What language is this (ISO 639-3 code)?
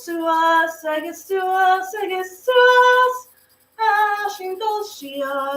gla